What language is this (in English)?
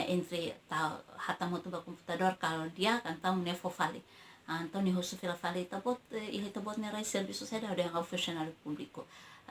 Tetum